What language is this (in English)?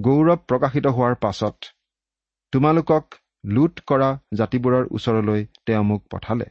Assamese